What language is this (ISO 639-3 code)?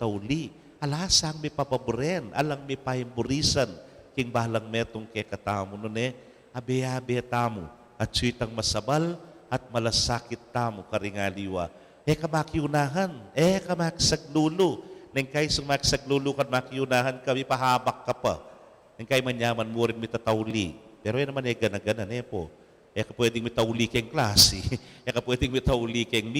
pam